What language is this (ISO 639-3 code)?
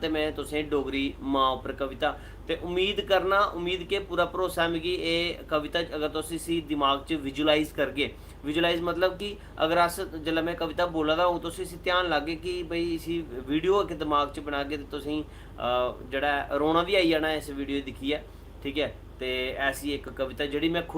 doi